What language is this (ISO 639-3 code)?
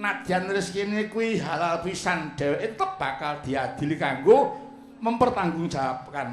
jav